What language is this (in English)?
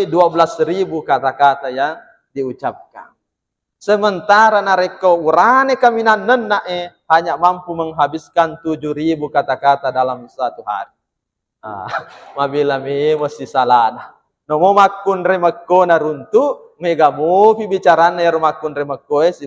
Buginese